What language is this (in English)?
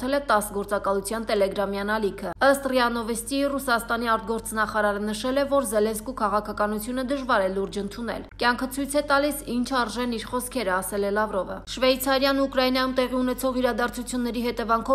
Armenian